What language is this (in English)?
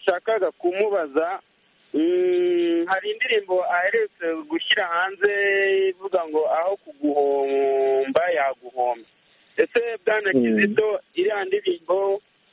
Kinyarwanda